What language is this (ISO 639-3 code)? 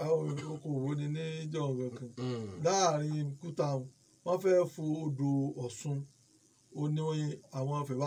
yor